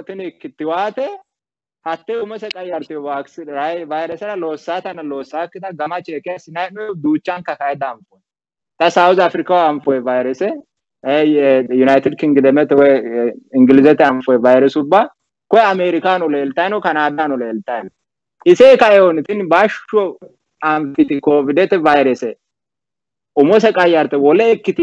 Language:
Sidamo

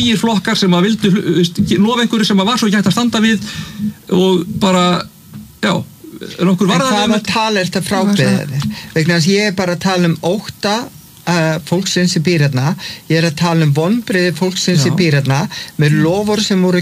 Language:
Icelandic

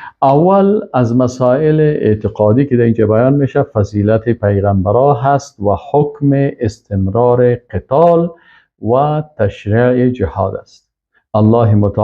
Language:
Persian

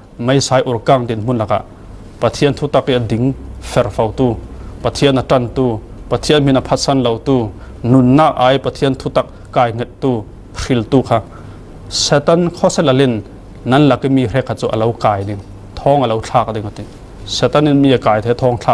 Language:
Falam Chin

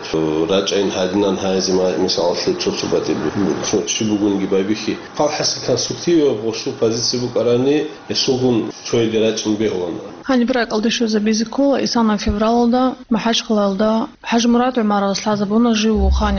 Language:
Avaric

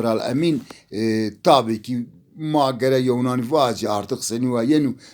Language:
Zaza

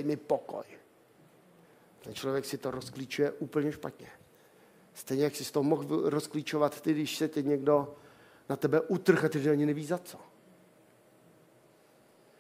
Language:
Czech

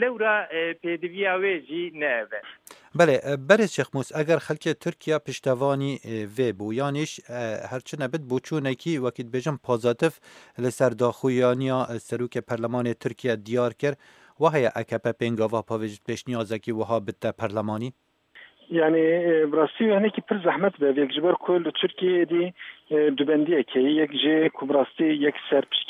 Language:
Kurdish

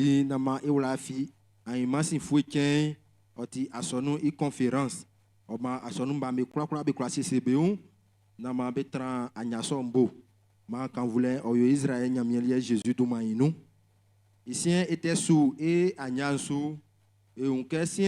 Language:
Baoulé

